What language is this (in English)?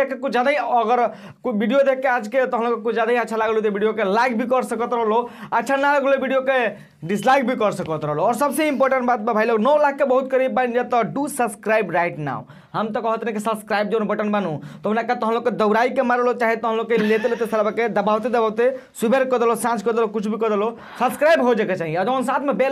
Bhojpuri